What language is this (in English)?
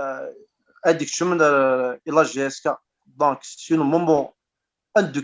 Kabyle